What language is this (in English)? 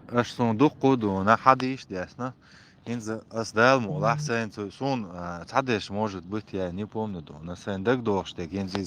Chechen